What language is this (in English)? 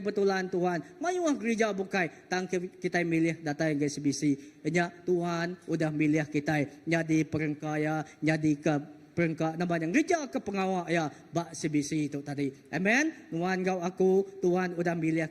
Iban